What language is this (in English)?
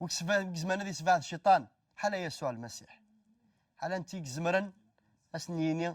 Kabyle